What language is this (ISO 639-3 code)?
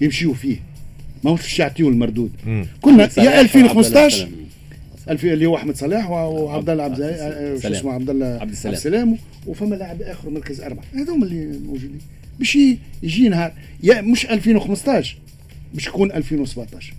aeb